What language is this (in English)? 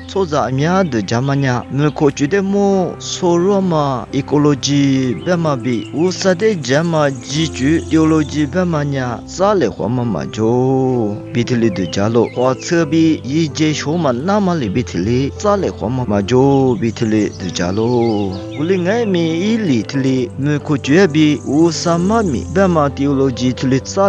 Lisu